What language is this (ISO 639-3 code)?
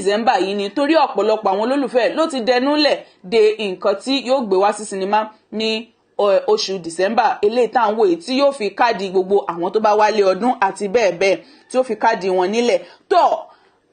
yor